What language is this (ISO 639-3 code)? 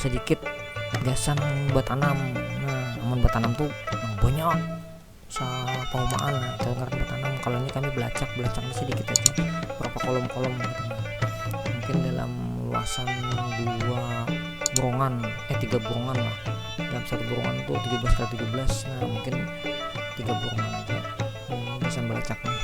bjn